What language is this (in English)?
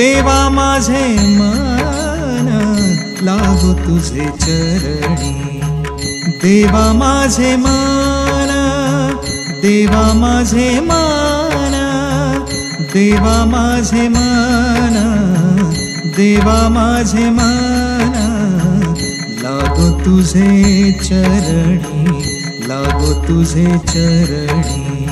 Marathi